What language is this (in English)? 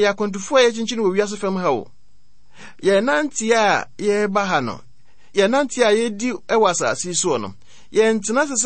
Akan